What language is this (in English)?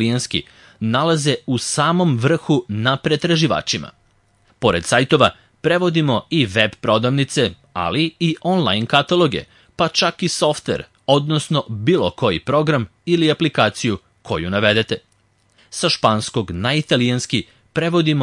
Serbian